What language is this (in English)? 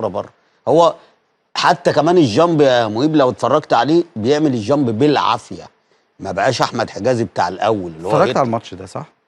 Egyptian Arabic